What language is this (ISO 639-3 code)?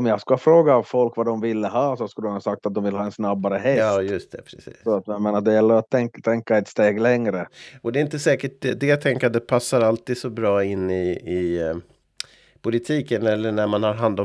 swe